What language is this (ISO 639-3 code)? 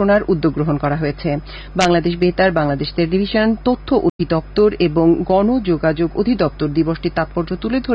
ben